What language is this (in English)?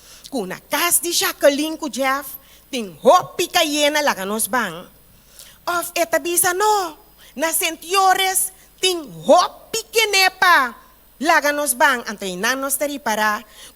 Papiamento